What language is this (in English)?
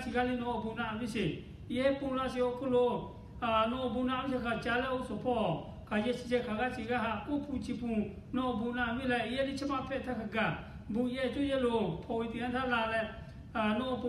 Lahu